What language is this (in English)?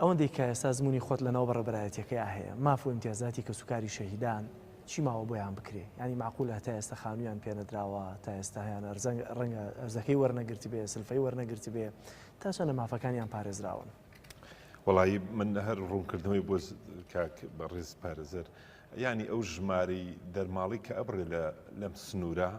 Central Kurdish